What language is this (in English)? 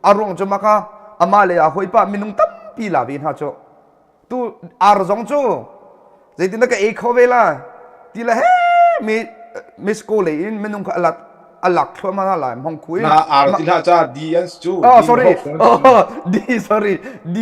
Hakha Chin